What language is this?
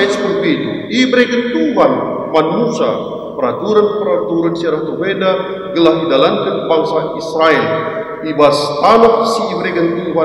Batak Karo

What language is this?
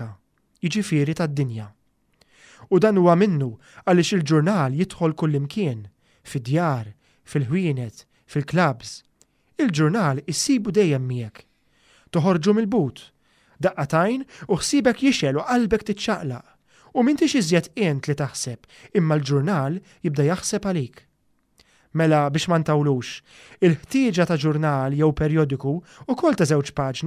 Maltese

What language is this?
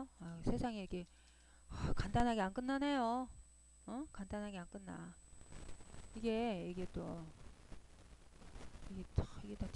Korean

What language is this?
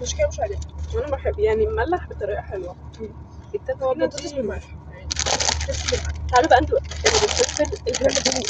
Egyptian Arabic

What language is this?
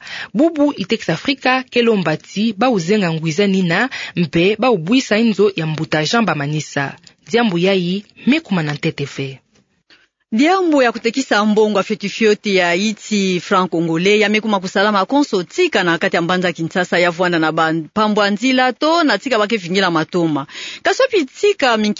Kituba (Democratic Republic of Congo)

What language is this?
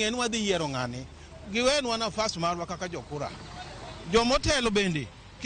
Luo (Kenya and Tanzania)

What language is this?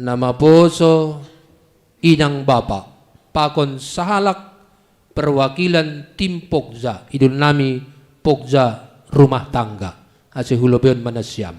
Batak Simalungun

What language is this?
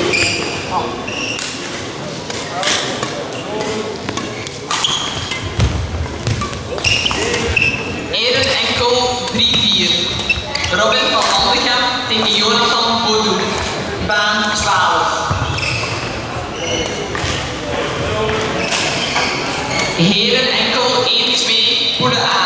Dutch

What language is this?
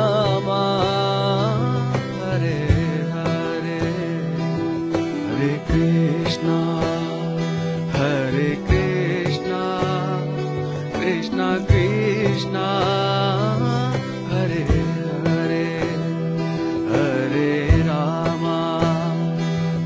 Telugu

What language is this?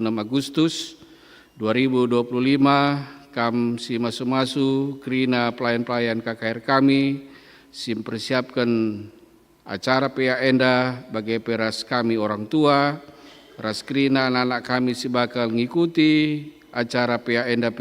Batak Karo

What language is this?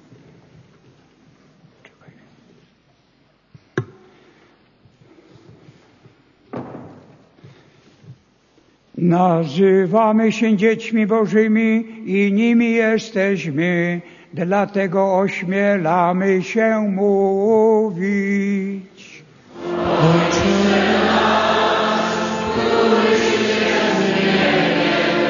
Polish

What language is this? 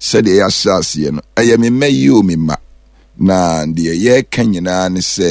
Akan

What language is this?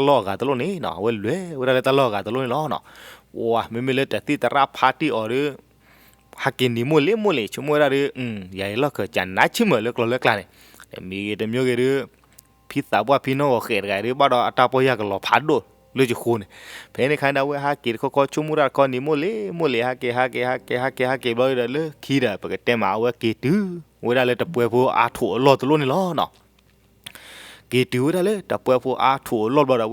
S'gaw Karen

